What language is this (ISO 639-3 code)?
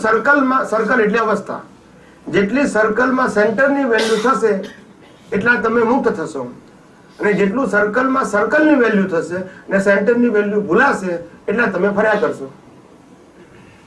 guj